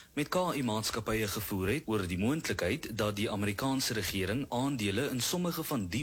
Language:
Afrikaans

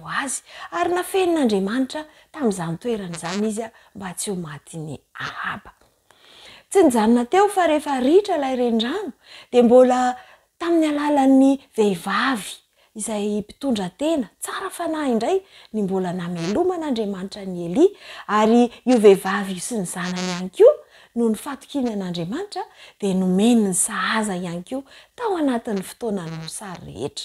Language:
Malagasy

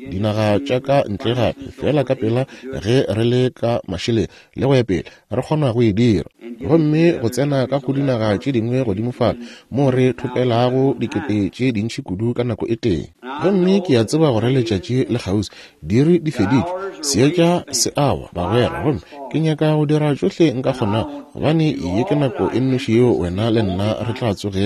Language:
Northern Sotho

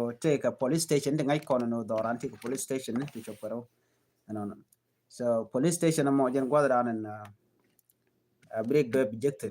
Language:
Nuer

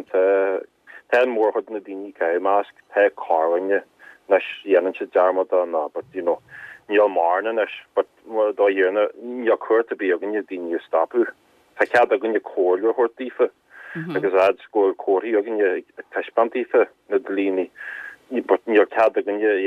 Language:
Irish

